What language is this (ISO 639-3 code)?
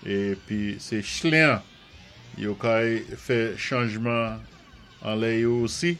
acf